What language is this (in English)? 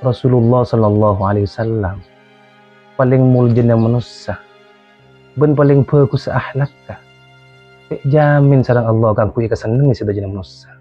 Madurese